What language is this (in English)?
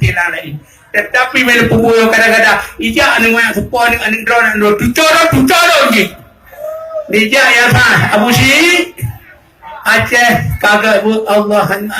Achinese